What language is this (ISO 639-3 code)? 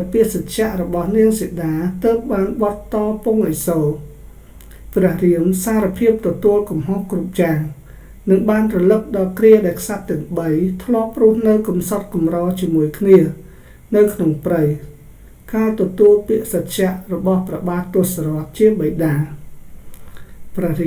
khm